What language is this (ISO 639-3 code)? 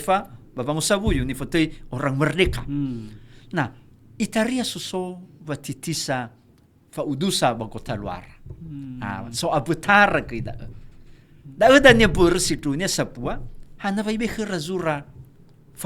nia